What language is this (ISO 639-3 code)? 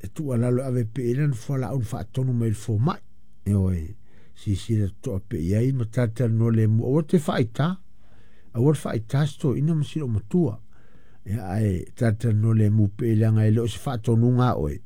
smo